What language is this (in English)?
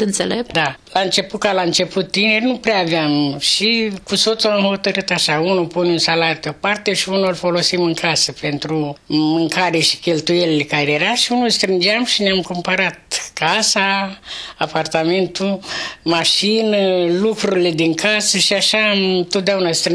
Romanian